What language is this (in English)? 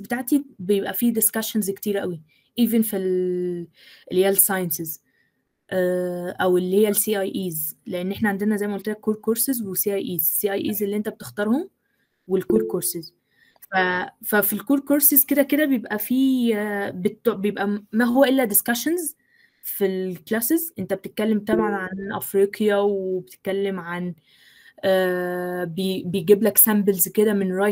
Egyptian Arabic